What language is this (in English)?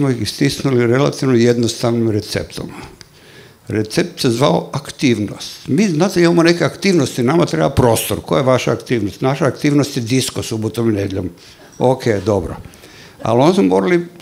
Croatian